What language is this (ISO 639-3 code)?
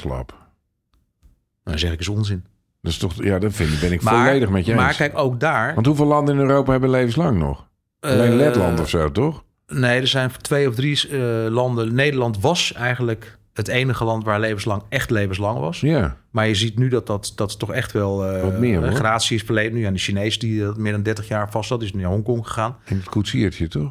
nld